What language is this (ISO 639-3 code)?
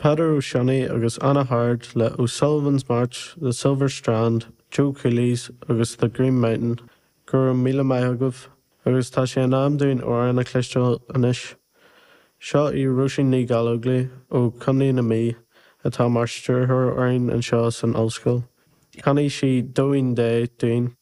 gle